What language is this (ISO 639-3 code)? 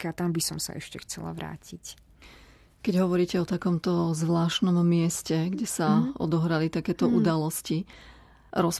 slk